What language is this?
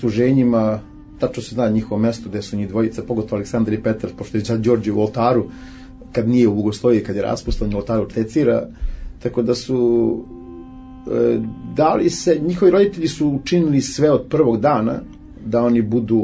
Serbian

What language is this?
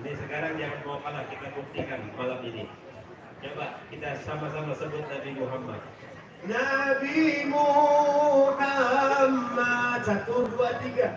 Banjar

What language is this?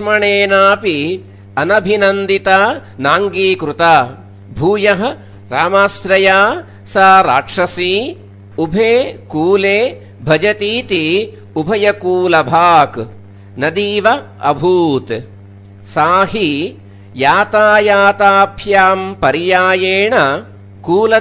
Sanskrit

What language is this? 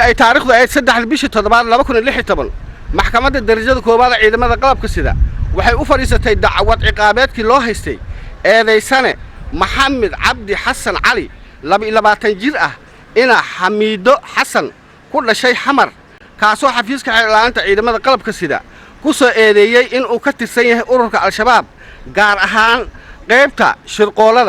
Somali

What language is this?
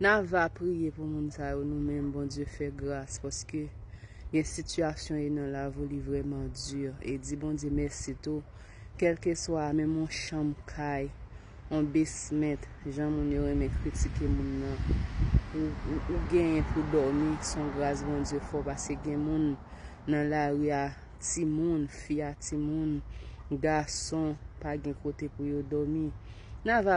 Haitian Creole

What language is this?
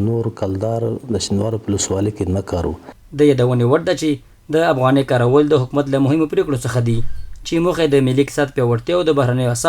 Pashto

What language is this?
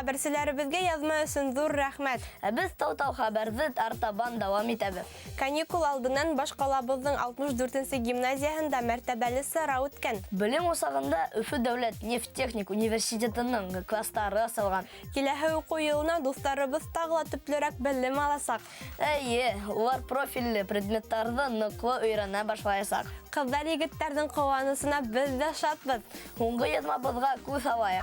Bashkir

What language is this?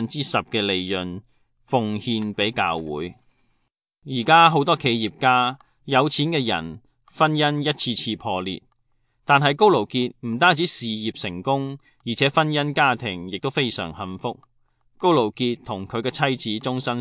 Cantonese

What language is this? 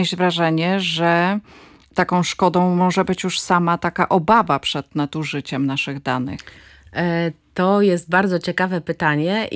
Polish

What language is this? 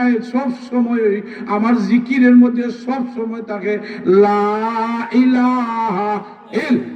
Sylheti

